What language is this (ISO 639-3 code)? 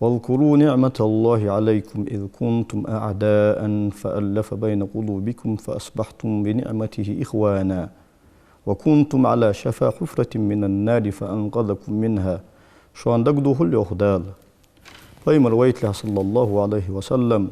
inh